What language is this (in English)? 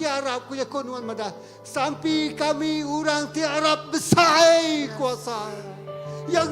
Iban